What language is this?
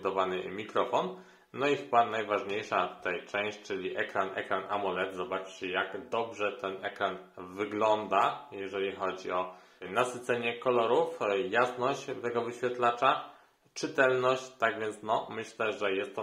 Polish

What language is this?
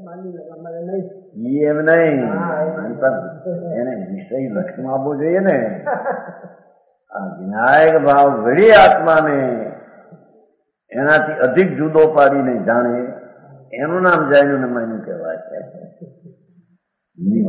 Gujarati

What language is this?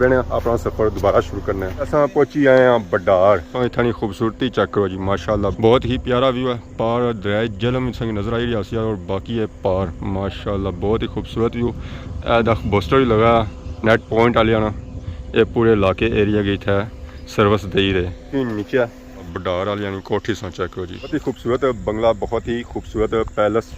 Pahari-Potwari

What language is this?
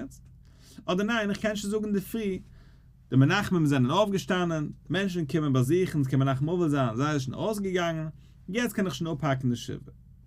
Yiddish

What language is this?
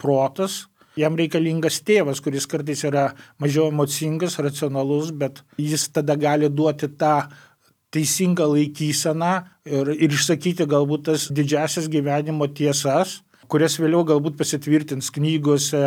Lithuanian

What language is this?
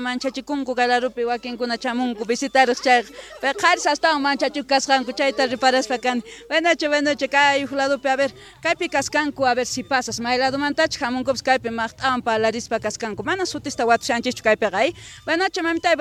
South Bolivian Quechua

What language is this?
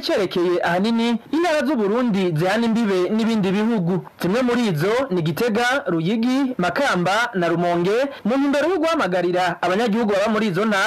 Rundi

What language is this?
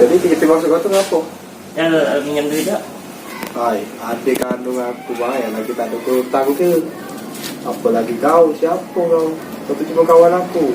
Musi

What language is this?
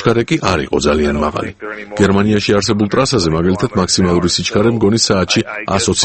Georgian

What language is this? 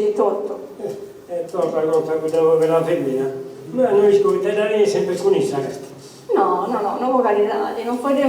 Sardinian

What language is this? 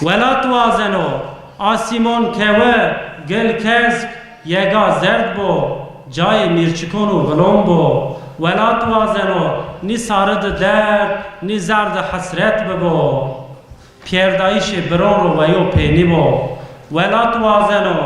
Zaza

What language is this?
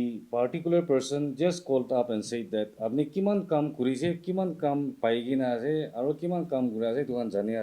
Naga Pidgin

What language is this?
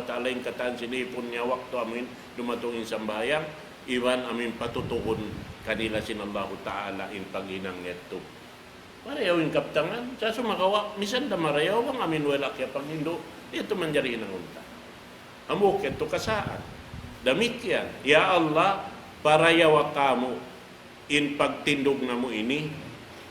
Tausug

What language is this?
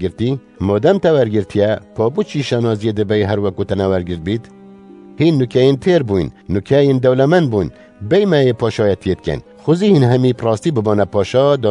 Kurdish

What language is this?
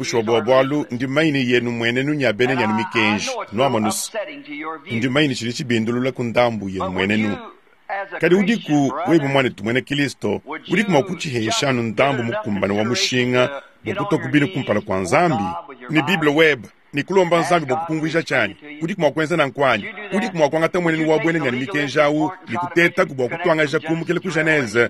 Luba-Lulua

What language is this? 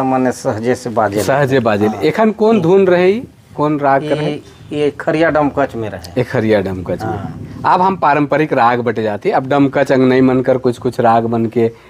Sadri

